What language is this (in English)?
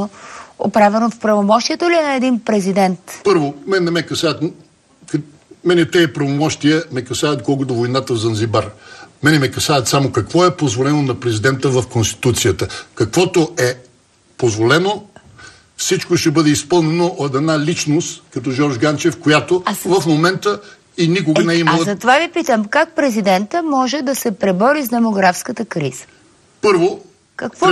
Bulgarian